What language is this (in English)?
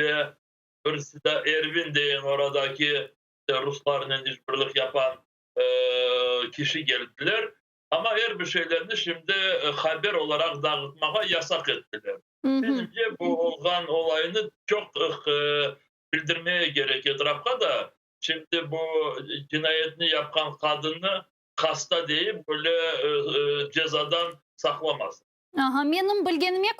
Crimean Tatar